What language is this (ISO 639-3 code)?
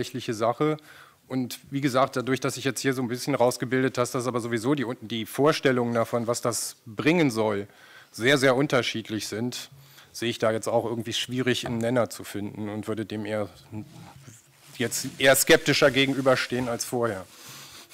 deu